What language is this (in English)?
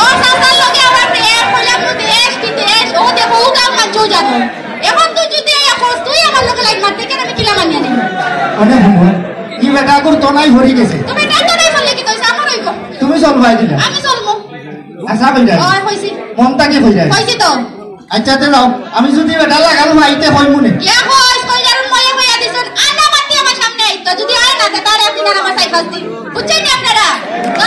Sylheti